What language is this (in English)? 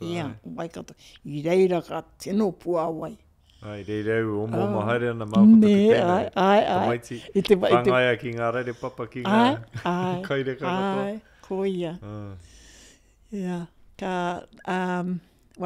Māori